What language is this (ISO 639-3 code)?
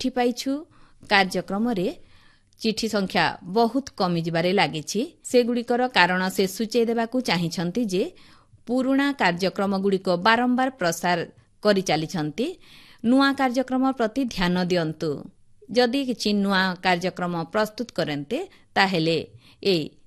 ori